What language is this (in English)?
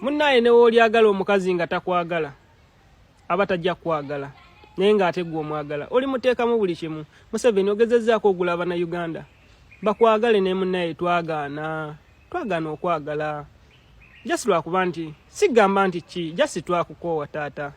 Ganda